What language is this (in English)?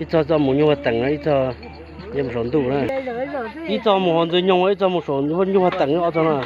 Hmong